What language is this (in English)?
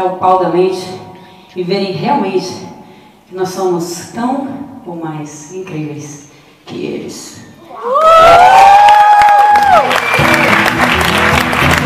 Portuguese